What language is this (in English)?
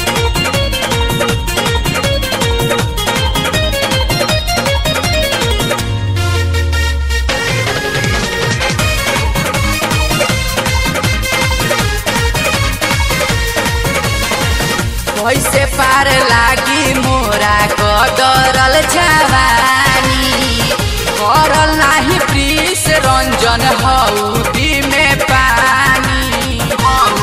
Bhojpuri